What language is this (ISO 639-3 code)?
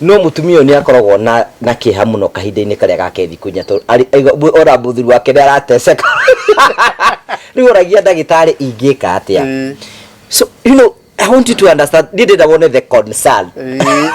kik